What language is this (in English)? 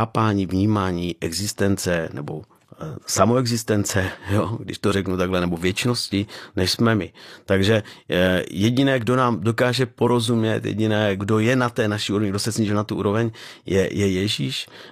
Czech